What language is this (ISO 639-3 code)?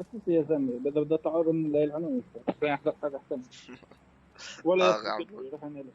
apc